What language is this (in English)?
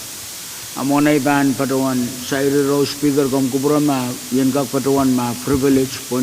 Pohnpeian